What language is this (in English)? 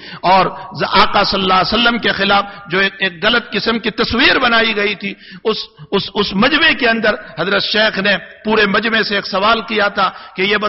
Urdu